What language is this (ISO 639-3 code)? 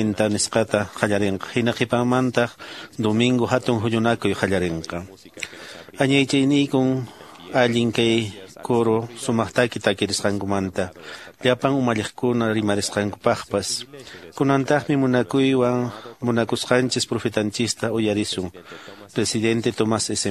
que